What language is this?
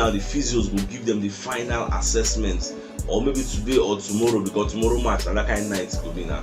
Nigerian Pidgin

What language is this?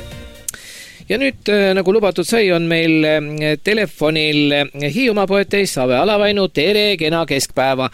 Estonian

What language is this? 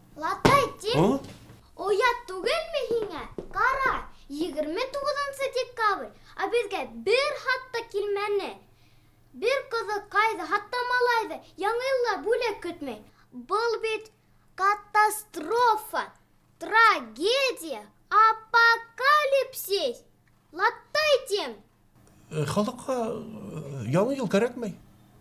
Bashkir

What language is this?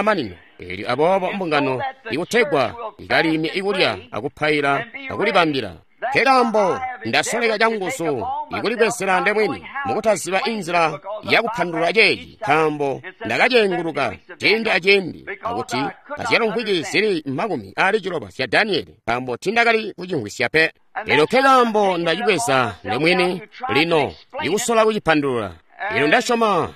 Tonga (Zambia)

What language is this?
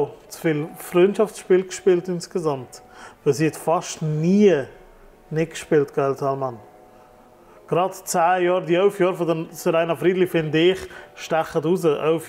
German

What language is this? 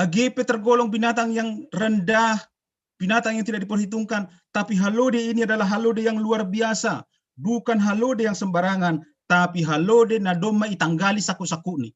Batak Simalungun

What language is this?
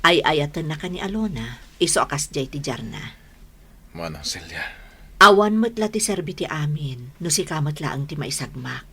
Iloko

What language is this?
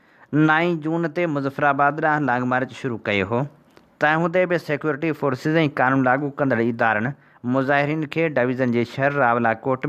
Sindhi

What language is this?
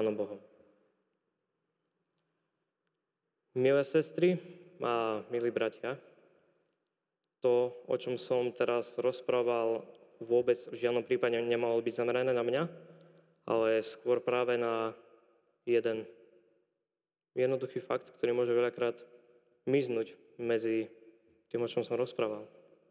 Slovak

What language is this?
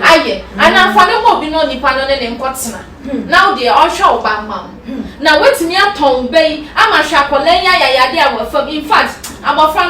Akan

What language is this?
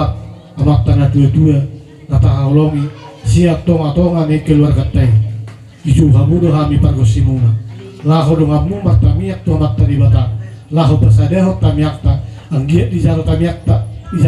Batak Toba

